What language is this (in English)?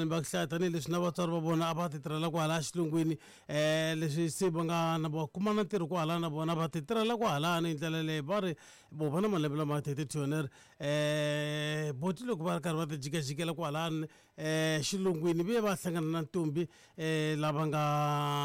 Tsonga